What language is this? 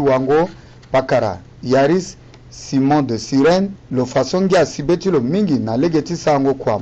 Sango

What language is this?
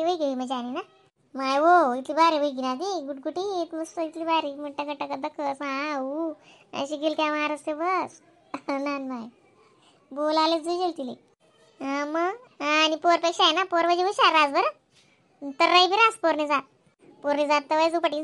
Khandesi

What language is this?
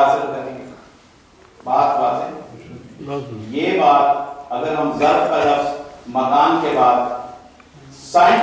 Urdu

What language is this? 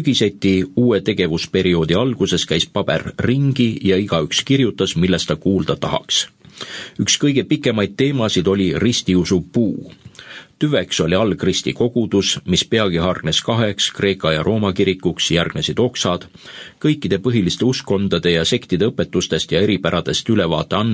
Estonian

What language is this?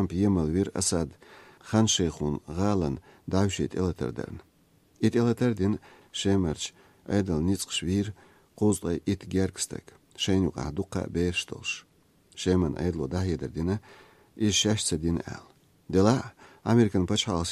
Chechen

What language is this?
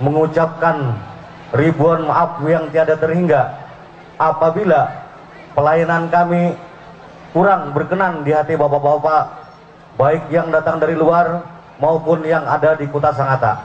Banjar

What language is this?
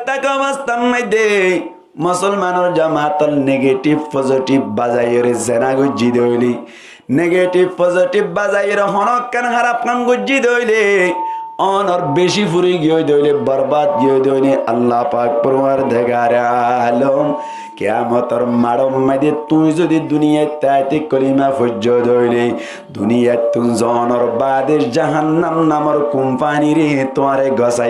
Rohingya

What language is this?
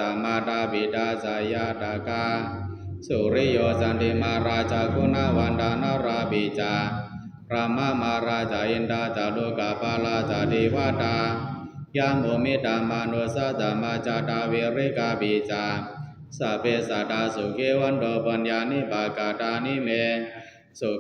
Pali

